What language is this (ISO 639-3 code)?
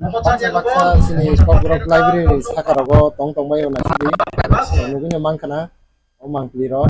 trp